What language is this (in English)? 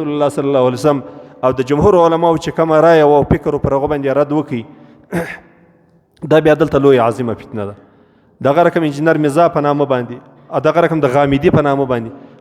Pashto